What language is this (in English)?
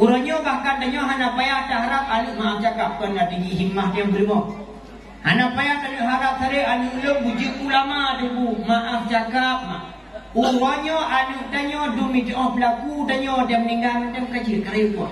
Achinese